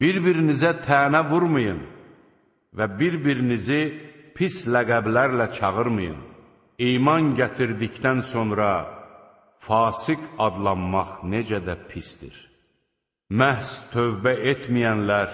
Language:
Azerbaijani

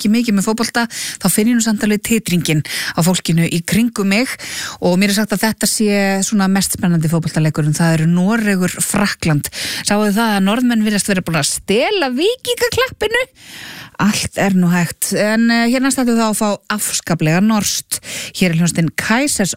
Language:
Icelandic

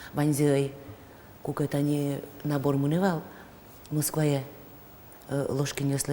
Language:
Udmurt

